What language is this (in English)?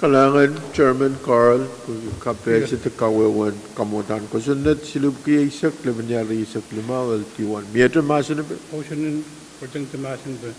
Pohnpeian